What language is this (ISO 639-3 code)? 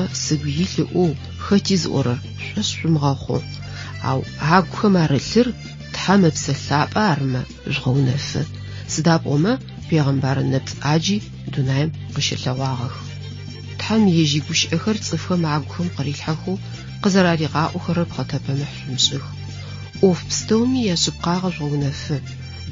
ady